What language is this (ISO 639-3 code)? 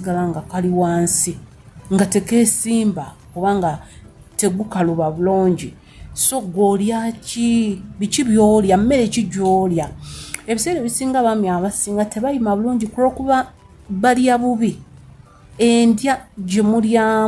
lug